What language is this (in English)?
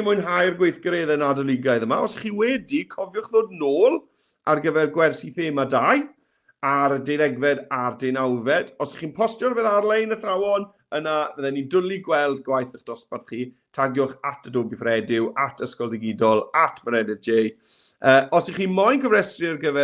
Welsh